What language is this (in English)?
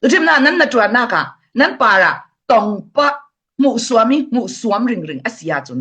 Falam Chin